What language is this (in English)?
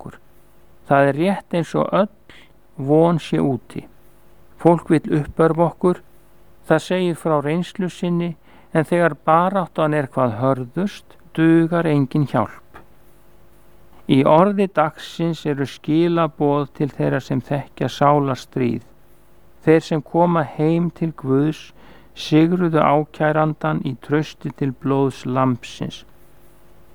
Icelandic